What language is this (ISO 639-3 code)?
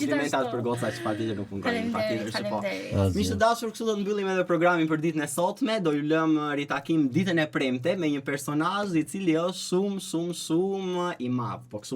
sqi